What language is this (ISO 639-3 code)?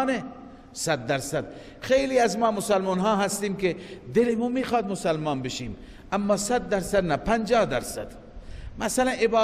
fas